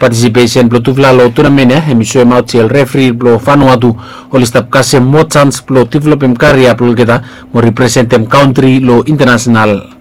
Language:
Bislama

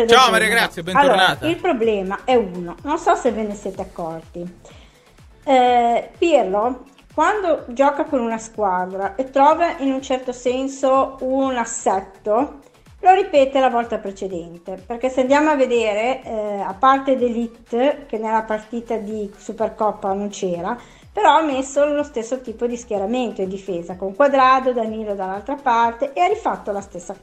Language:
Italian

